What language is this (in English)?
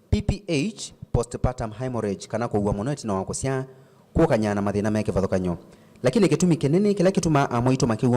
Kamba